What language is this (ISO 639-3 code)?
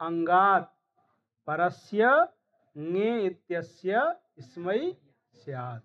san